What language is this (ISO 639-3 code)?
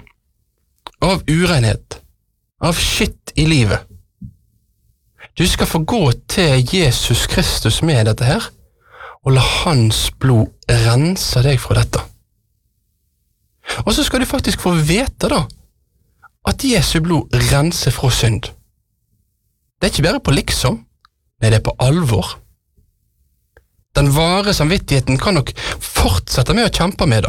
nor